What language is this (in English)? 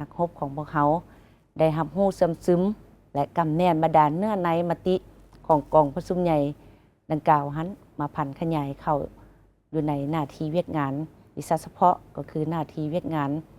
Lao